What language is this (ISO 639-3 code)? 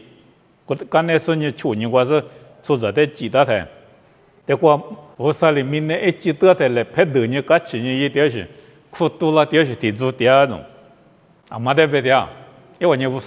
lis